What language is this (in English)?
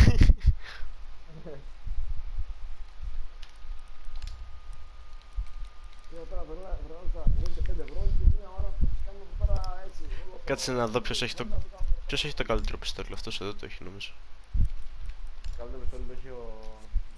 Greek